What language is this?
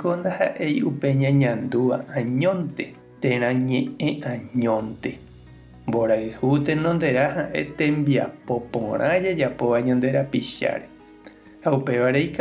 Guarani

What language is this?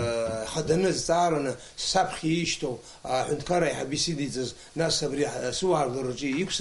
Abkhazian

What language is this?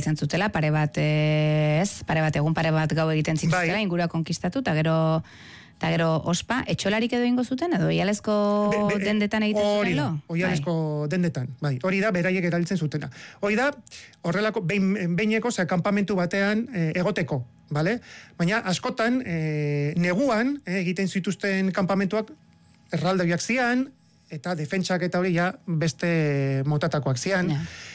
Basque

